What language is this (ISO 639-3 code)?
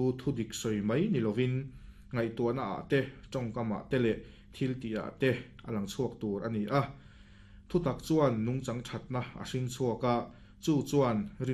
lus